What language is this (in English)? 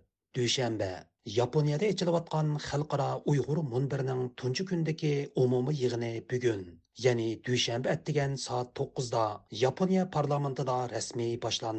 Uyghur